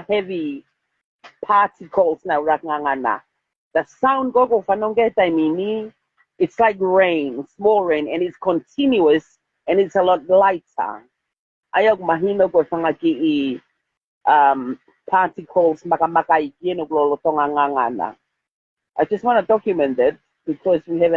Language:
Tongan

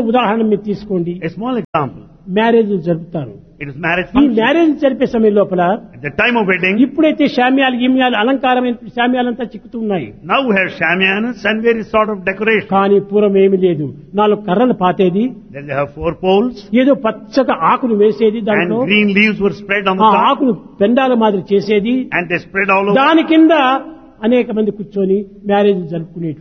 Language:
Telugu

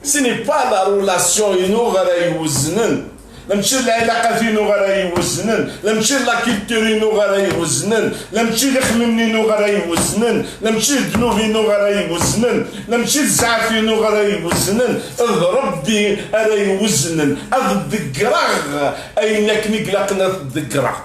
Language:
Kabyle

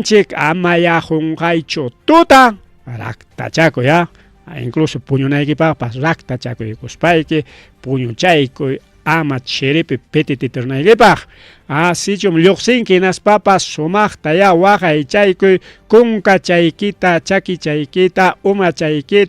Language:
Ayacucho Quechua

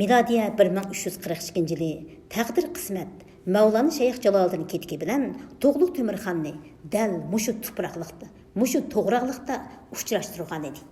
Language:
Uyghur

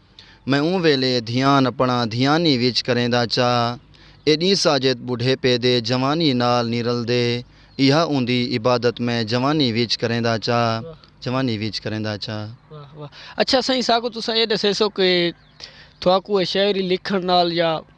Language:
Saraiki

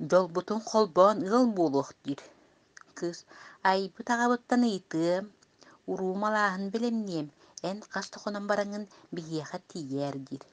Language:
Yakut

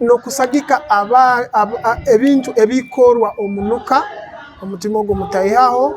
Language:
Nyoro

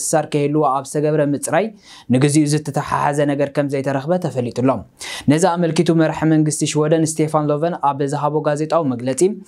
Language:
Tigrinya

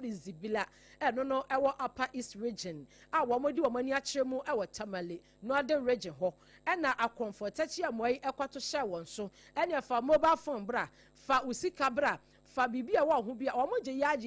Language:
Akan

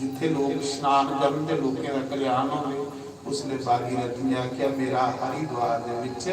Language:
Dogri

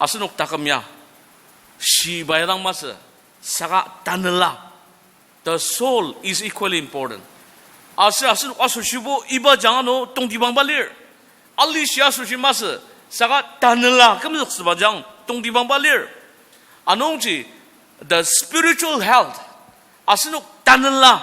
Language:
Ao Naga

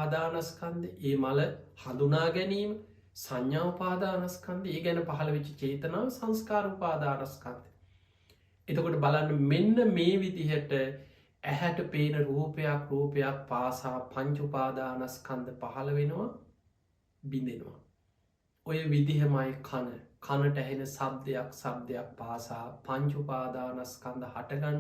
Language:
Sinhala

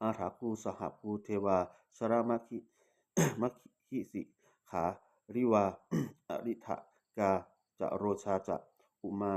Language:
Pali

